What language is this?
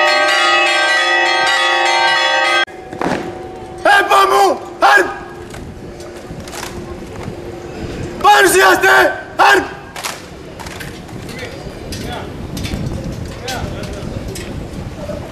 Greek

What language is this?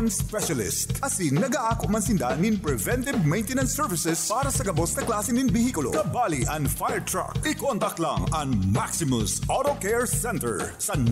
Bikol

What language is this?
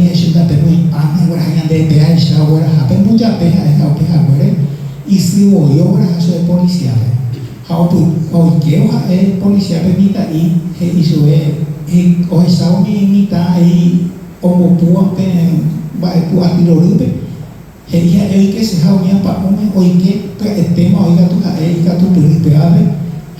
Guarani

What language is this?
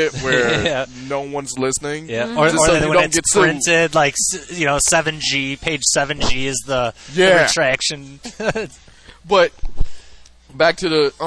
English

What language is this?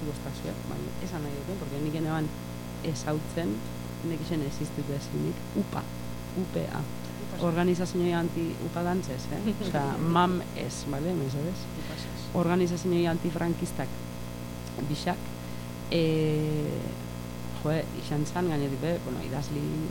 Basque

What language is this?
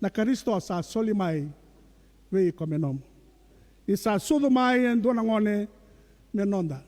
Fijian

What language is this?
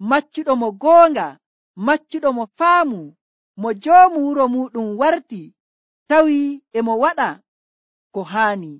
Nigerian Fulfulde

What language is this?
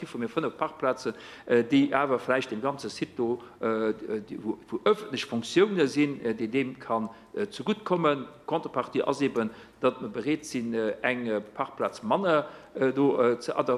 Luxembourgish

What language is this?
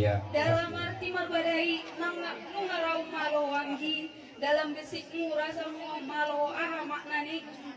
Batak Toba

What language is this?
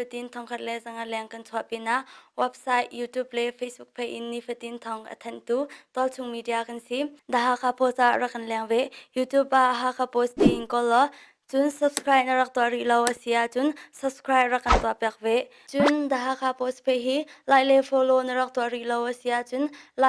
Hakha Chin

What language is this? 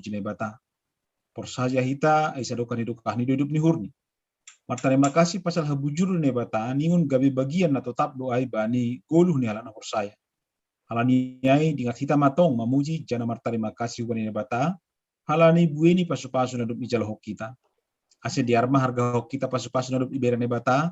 Batak Simalungun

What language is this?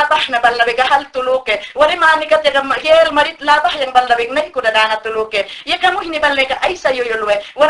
Mayangna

